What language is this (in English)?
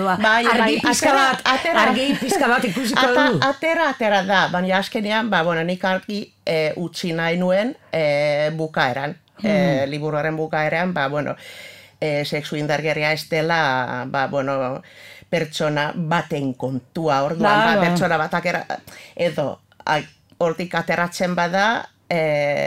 Basque